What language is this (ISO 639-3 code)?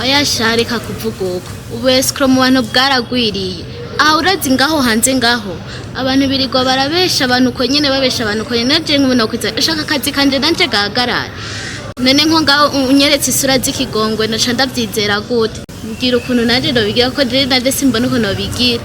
run